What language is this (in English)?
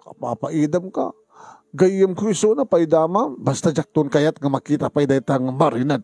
Iloko